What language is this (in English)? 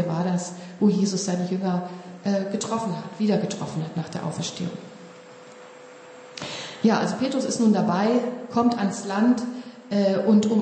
German